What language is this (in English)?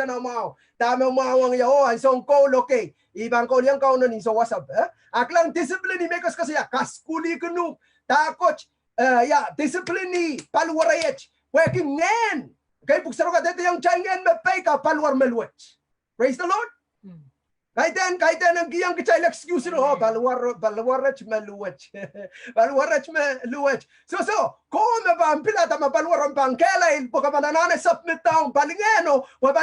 Pohnpeian